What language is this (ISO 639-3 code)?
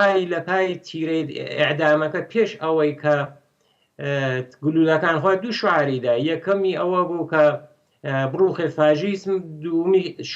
ckb